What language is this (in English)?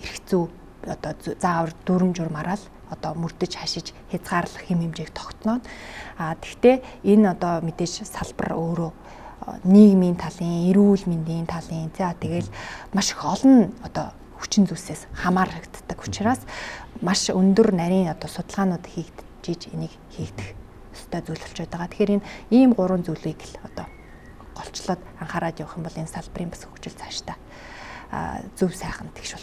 Mongolian